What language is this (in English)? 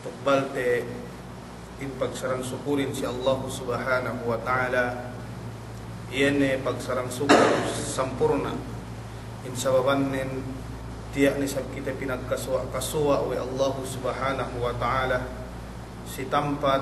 Yakan